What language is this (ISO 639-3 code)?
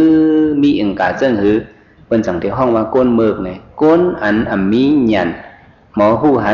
shn